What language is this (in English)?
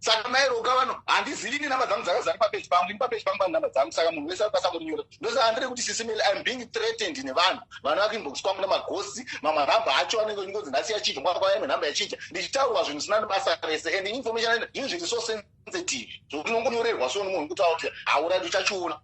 Shona